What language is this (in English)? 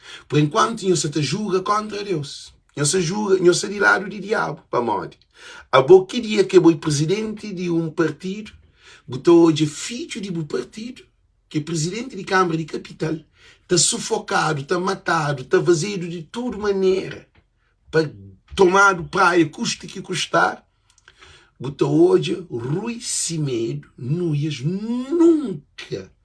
Kabuverdianu